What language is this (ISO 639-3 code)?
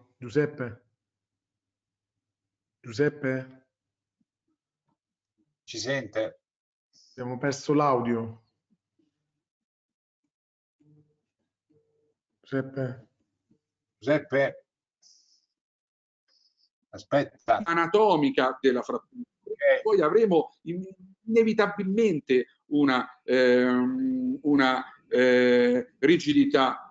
ita